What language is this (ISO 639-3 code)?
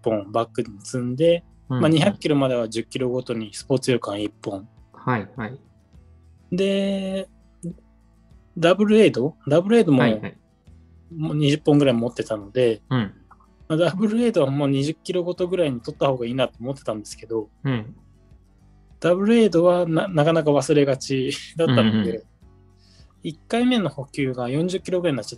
jpn